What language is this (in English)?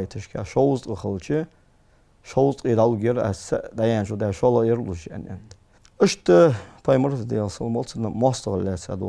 Ingush